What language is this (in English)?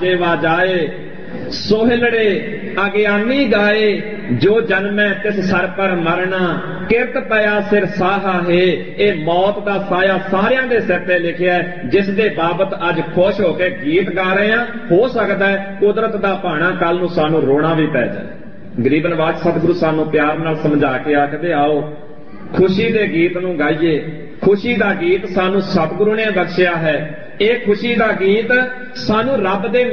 Punjabi